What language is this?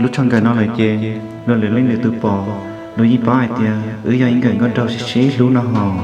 Hmong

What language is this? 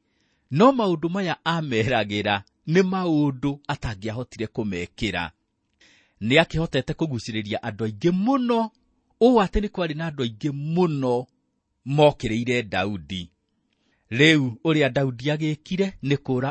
Kikuyu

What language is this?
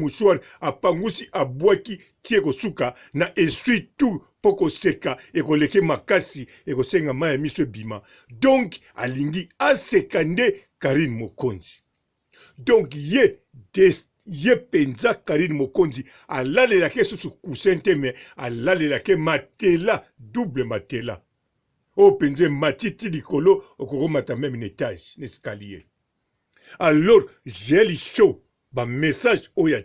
Lingala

